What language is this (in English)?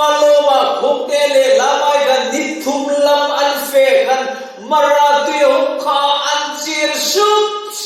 Hmar